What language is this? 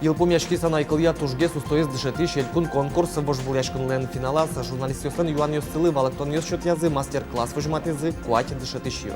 Udmurt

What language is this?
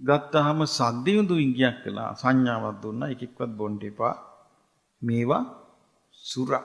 Sinhala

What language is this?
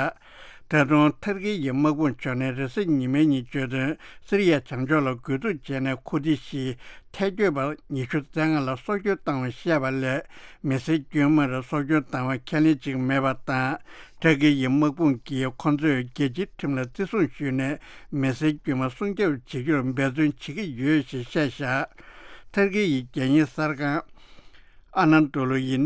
Tibetan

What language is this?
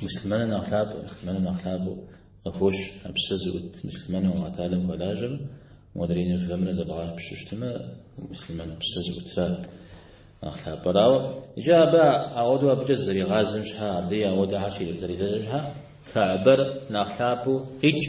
Kabardian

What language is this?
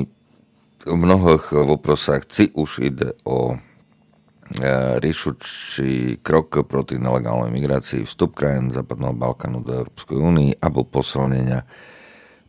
Slovak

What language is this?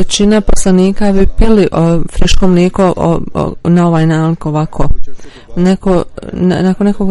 Bosnian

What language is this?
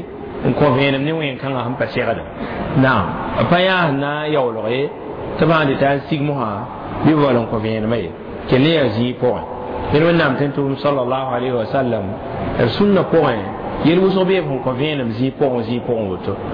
Mossi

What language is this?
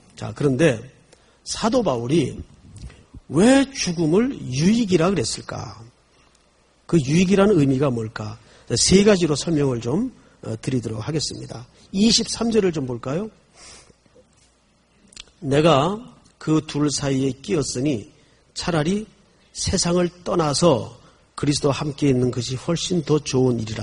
Korean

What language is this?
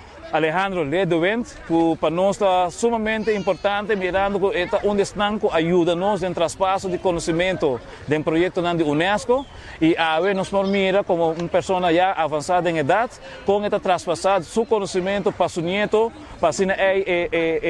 Papiamento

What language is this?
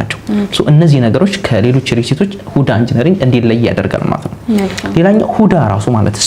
Amharic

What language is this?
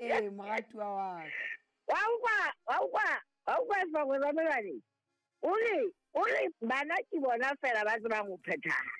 Southern Sotho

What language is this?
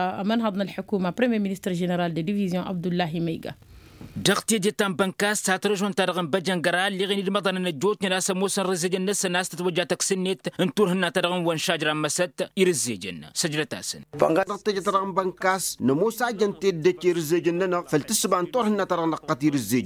Tamasheq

